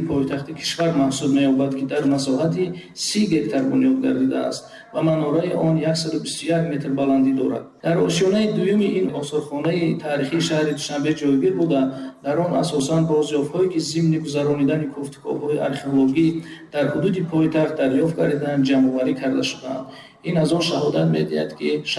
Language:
Tajik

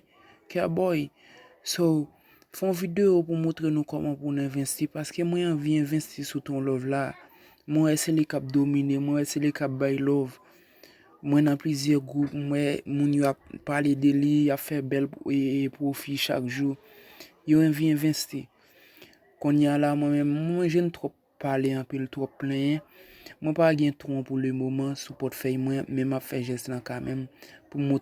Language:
Haitian Creole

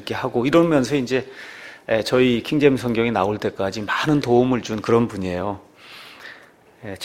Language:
Korean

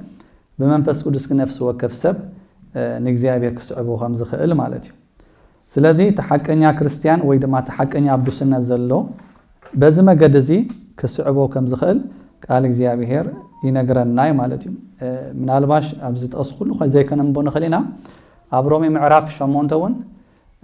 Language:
Tigrinya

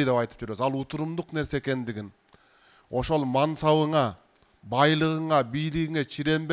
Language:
Kyrgyz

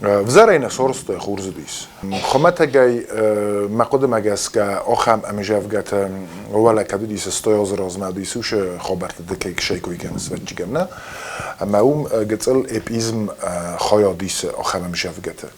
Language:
Ossetic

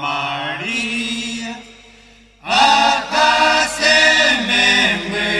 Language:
Guarani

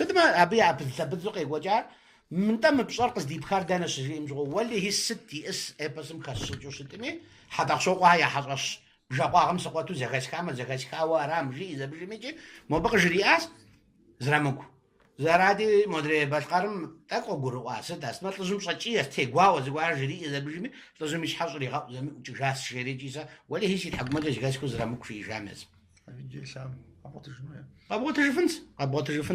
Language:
Kabardian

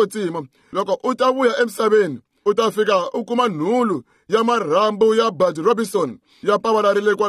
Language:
Tsonga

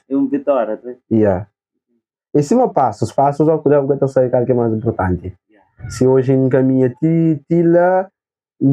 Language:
Kabuverdianu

